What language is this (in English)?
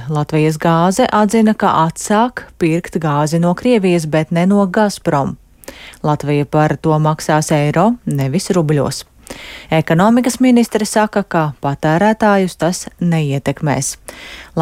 Latvian